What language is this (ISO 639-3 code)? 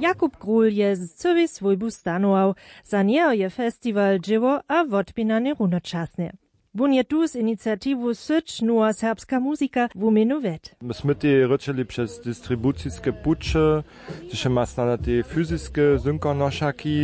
hsb